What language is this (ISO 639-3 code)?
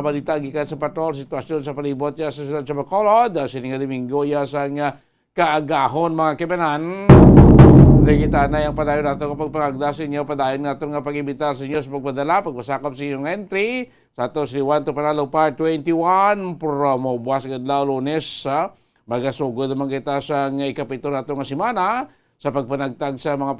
hil